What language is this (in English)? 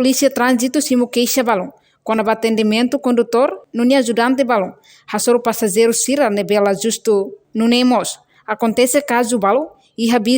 Tetum